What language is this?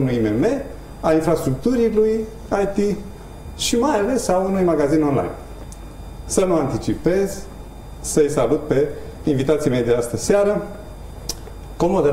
Romanian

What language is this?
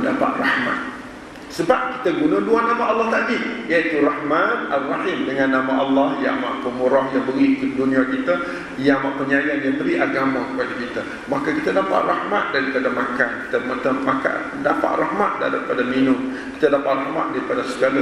Malay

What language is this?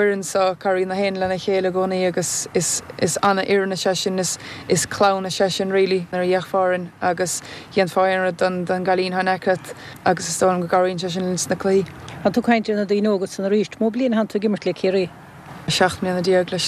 Irish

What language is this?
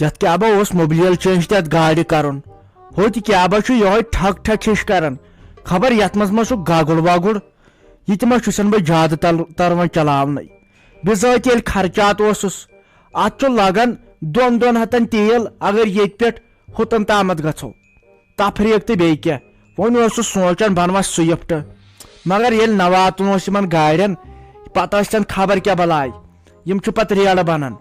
Kashmiri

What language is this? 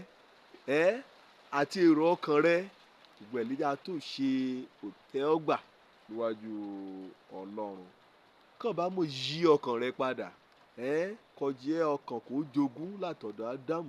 Yoruba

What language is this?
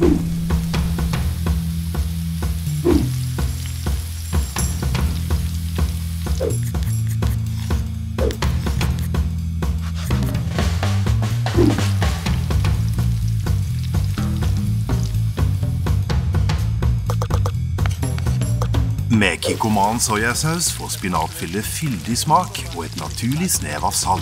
Norwegian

